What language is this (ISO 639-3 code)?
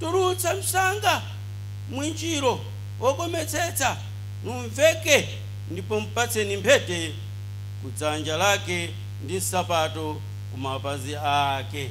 nya